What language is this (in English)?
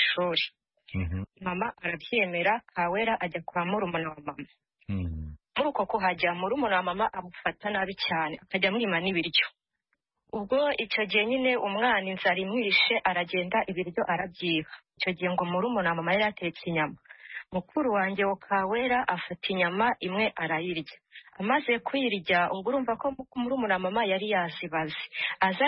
Kinyarwanda